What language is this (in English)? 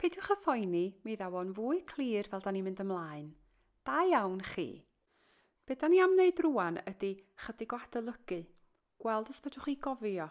Welsh